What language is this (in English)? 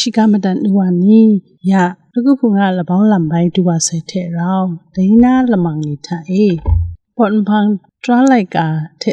Kachin